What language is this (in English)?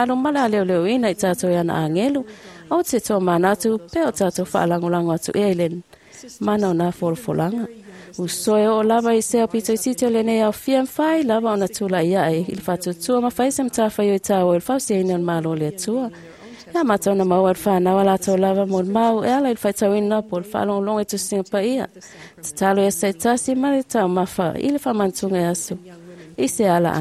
Samoan